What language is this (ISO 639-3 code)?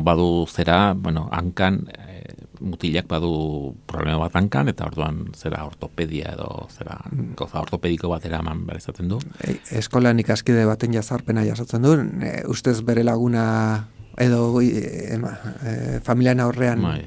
eus